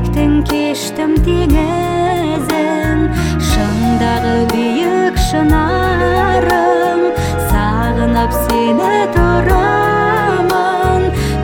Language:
Kazakh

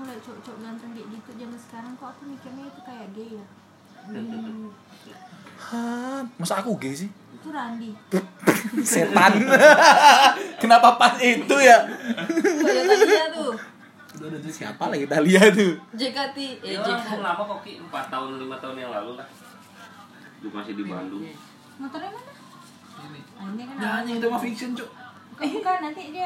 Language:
Indonesian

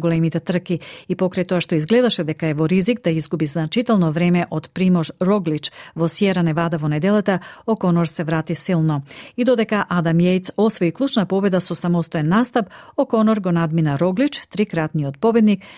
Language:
Macedonian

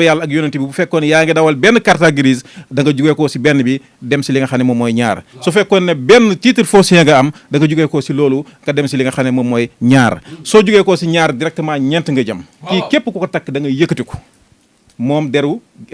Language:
Wolof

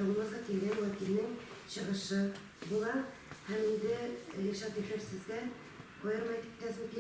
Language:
Tatar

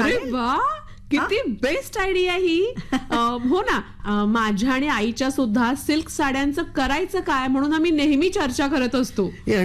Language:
Marathi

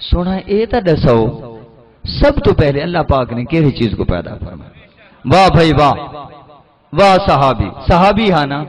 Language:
Saraiki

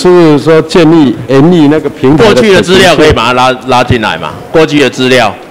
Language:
Chinese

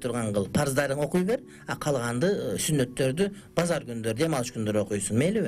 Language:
Kyrgyz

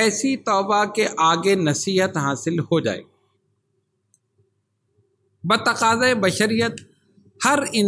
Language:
Urdu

